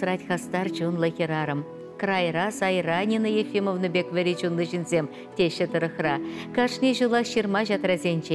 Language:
Chuvash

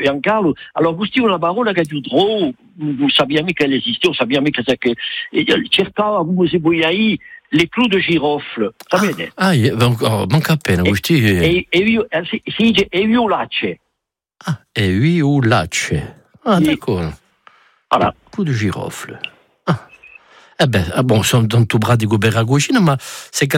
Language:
Italian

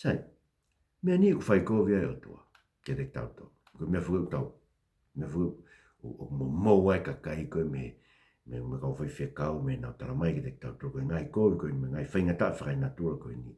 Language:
Tongan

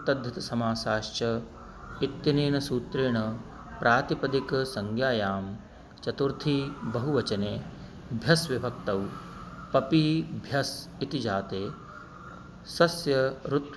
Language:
Sanskrit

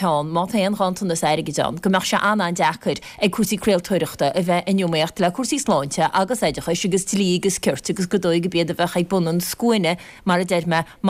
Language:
Irish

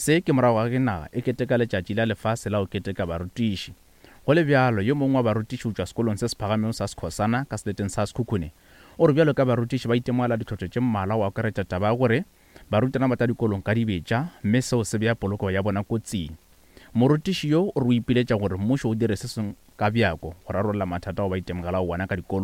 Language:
Northern Sotho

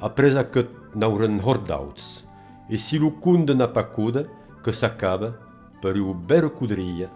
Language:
Occitan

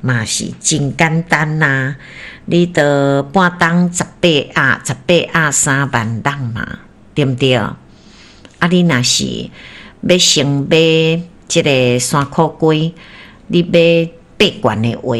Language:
Min Nan Chinese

